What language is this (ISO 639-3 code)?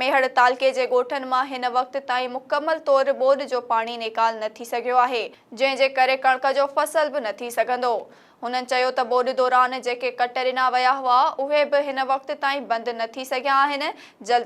snd